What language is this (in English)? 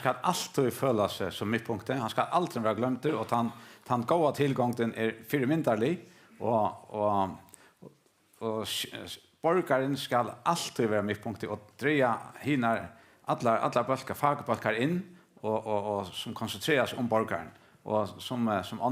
Faroese